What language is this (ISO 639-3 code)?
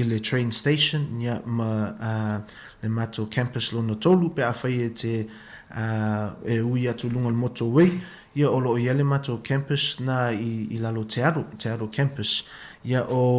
smo